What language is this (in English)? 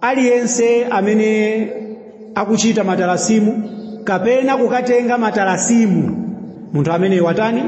Nyanja